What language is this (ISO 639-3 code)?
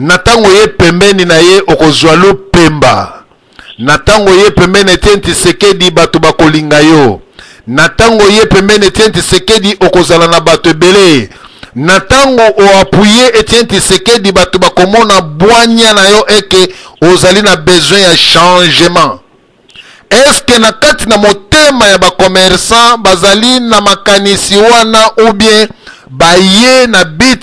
lin